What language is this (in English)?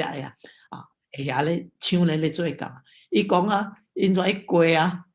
Min Nan Chinese